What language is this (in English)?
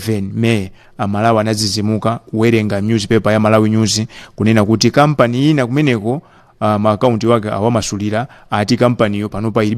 Nyanja